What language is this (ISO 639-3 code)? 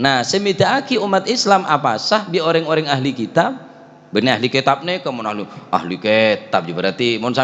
mad